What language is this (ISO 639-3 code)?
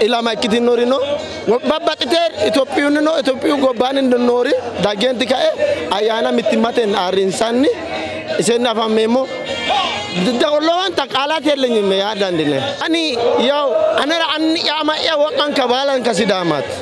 sid